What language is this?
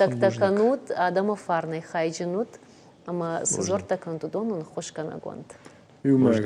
Ossetic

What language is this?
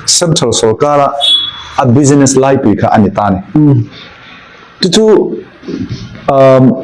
Falam Chin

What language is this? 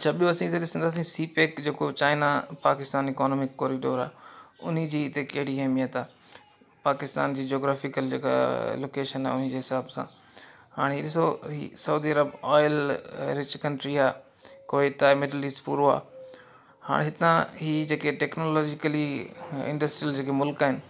Sindhi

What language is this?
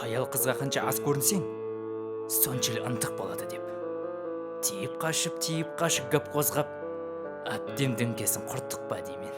Kara-Kalpak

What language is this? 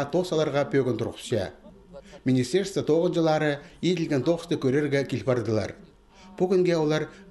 Khakas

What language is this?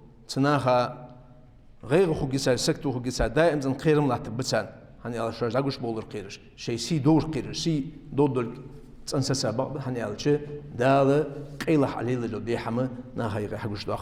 Ingush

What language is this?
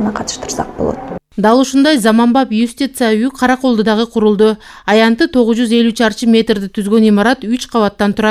Kyrgyz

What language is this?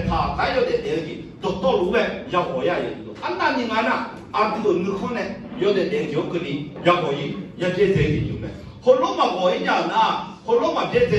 Akha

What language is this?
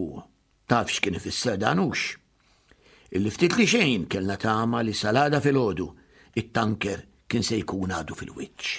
Maltese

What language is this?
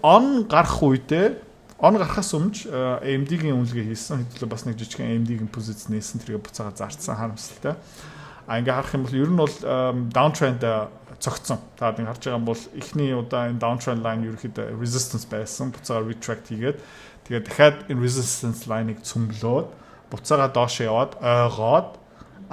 Mongolian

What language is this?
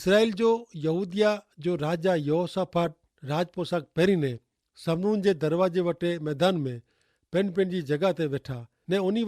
Kachhi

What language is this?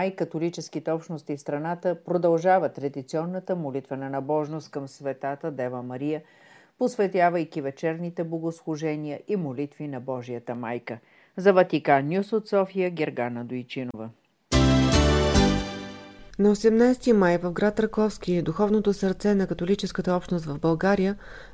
Bulgarian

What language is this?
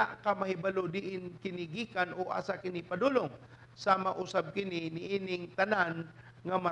Cebuano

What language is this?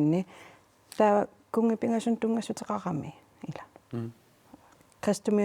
Kalaallisut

